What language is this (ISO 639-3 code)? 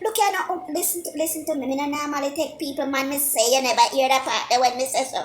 jam